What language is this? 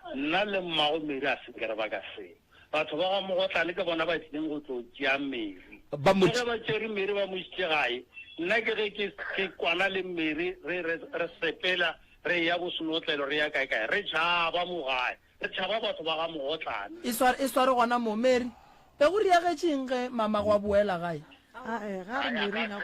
Northern Sotho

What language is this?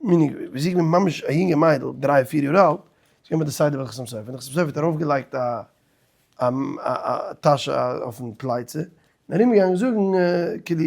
Yiddish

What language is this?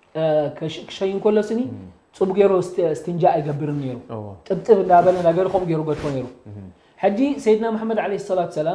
Tigrinya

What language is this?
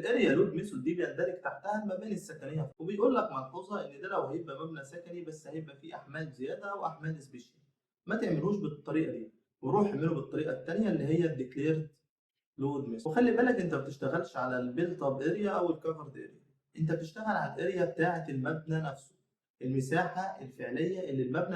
Egyptian Arabic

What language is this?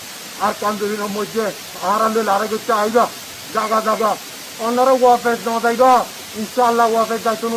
Rohingya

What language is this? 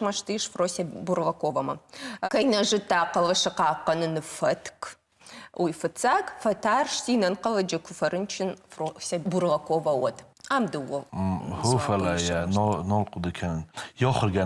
Ossetic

